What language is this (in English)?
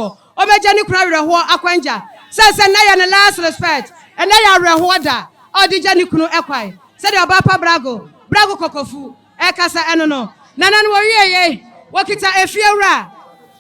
Akan